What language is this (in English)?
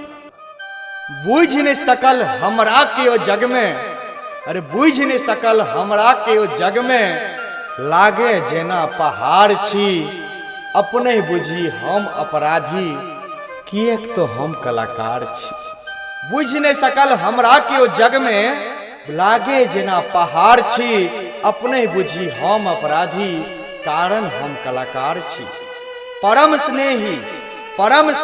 Maithili